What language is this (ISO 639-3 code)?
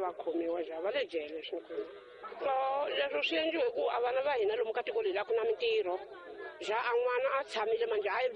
tso